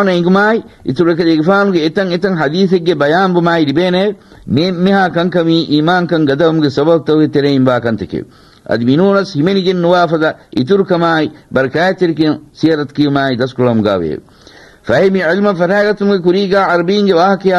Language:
Divehi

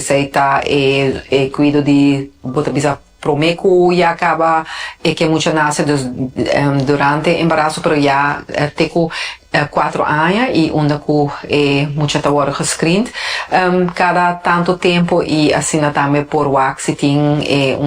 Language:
Papiamento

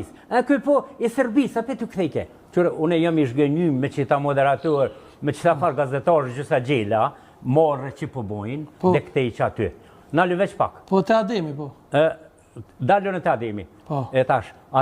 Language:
Albanian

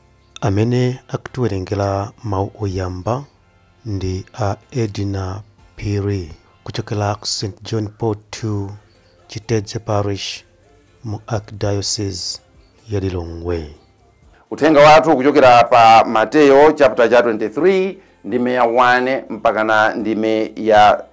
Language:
Nyanja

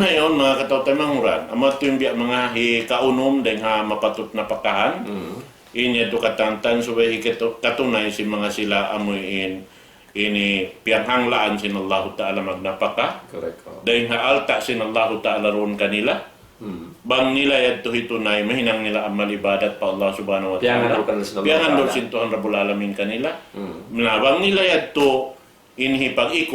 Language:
Tausug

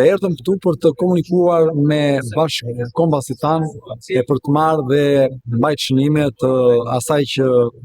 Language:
Albanian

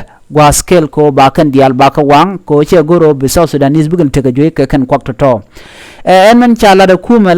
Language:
Nuer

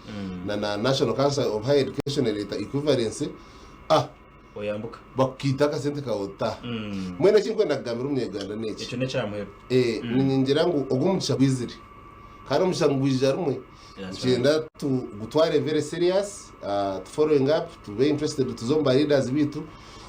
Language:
Nyankole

